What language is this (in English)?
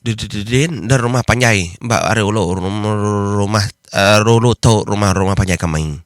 Iban